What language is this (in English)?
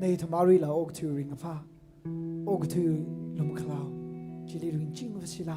Tangkhul Naga (India)